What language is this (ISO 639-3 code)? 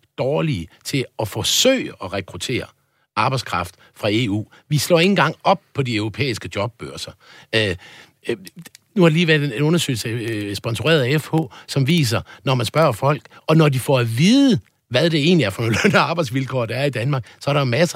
dan